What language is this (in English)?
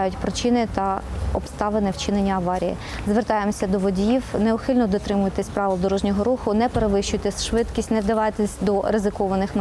Ukrainian